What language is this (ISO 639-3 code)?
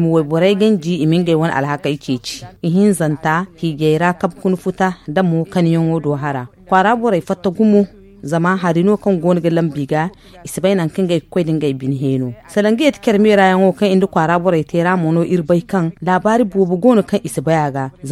dje